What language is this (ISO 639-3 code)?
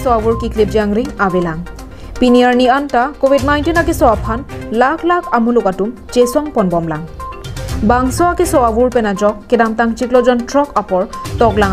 mjw